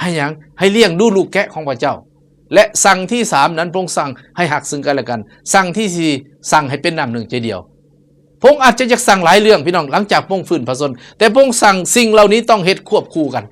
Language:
Lao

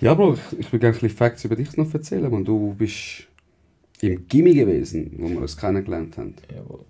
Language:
Swiss German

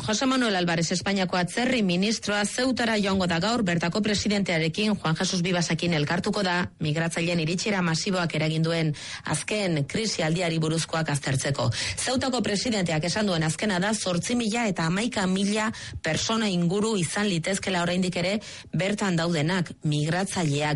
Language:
Basque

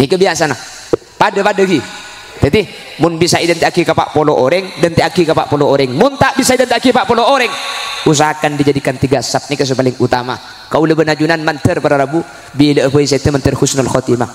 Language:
Madurese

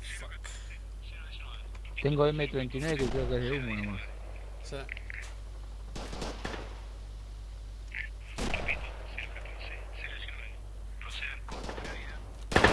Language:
Spanish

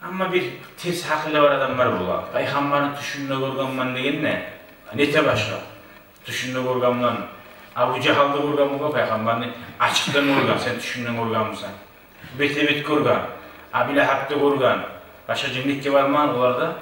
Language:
Kumyk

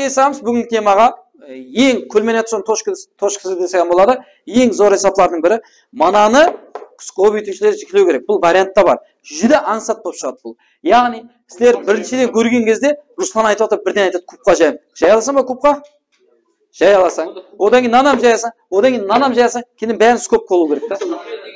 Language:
Kara-Kalpak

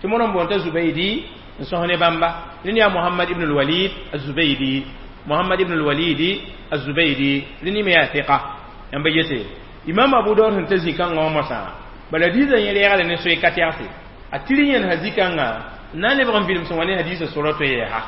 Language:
Mossi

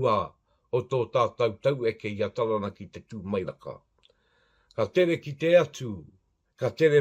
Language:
Māori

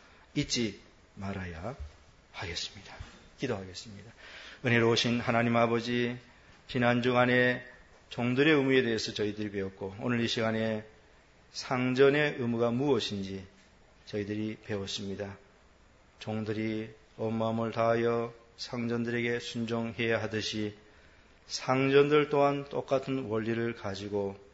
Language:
Korean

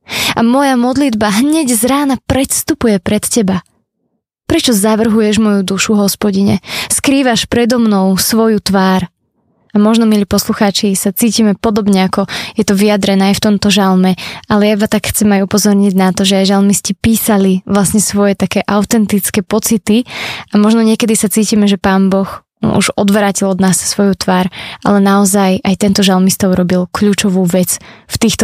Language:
Slovak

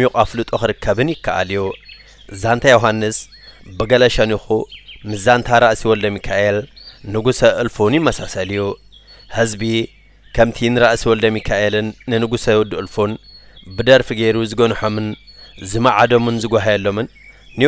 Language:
Tigrinya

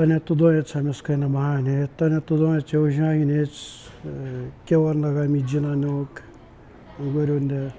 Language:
Atikamekw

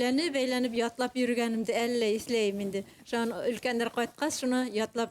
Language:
Bashkir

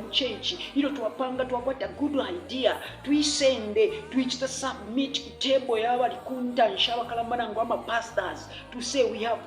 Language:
Bemba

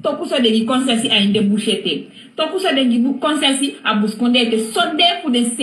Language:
Sranan Tongo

